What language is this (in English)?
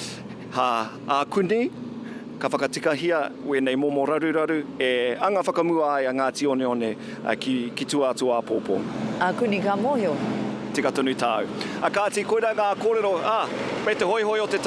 Māori